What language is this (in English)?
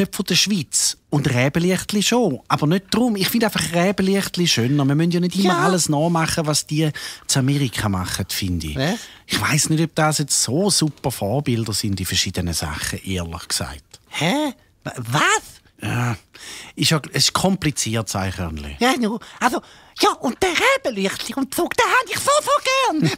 Swiss German